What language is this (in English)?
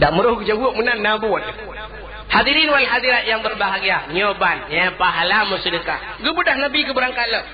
Achinese